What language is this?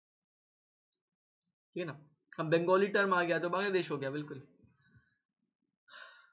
Hindi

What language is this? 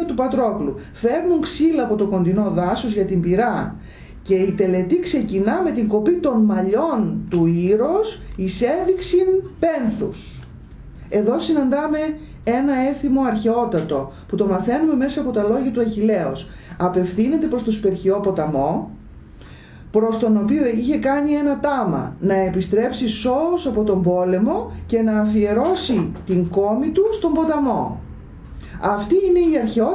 Greek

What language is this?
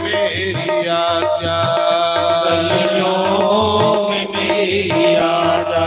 Dogri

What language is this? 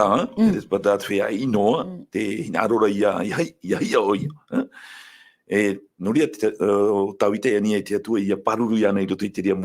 Tahitian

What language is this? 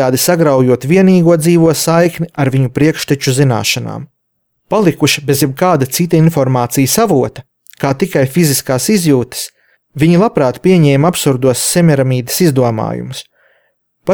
Latvian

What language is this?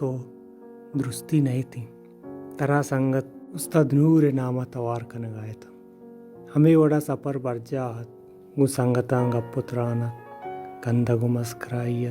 Baluchi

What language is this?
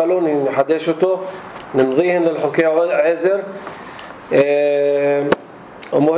North Levantine Arabic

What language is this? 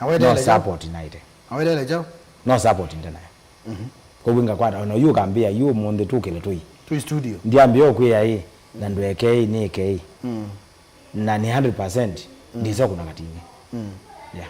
Kamba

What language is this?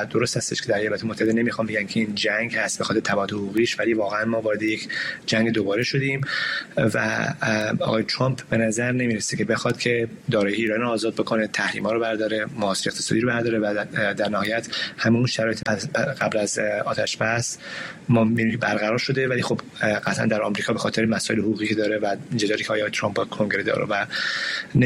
Persian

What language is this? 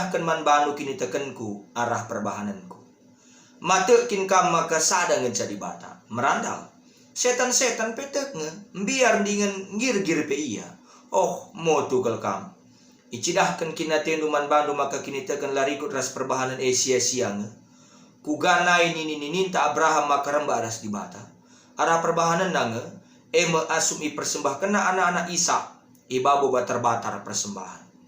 Batak Karo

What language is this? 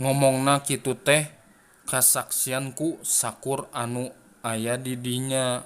Sundanese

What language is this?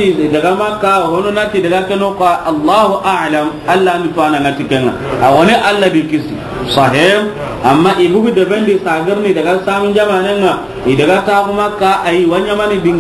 Soninke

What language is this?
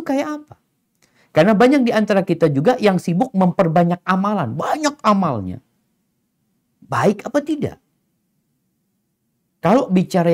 Indonesian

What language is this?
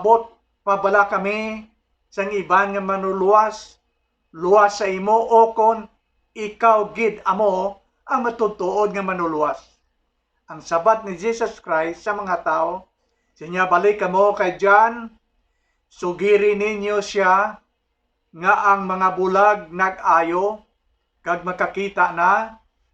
Hiligaynon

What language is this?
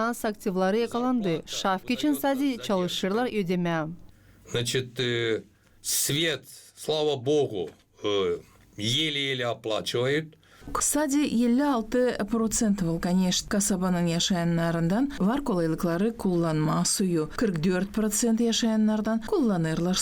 Gagauz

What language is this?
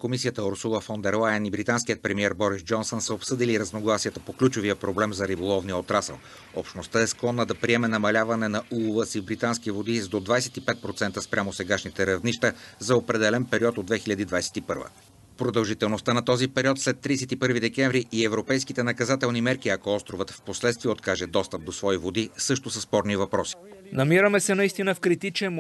Bulgarian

